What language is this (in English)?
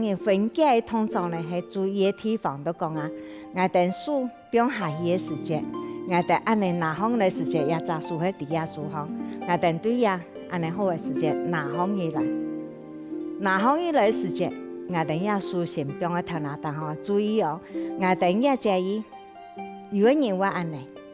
Hakka Chinese